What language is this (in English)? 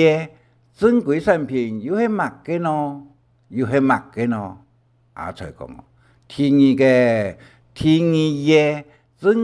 Hakka Chinese